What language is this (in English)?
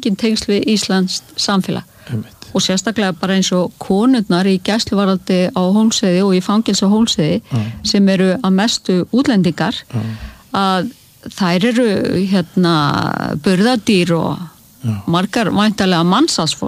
Icelandic